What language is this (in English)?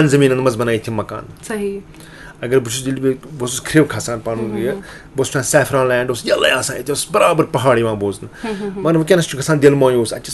Kashmiri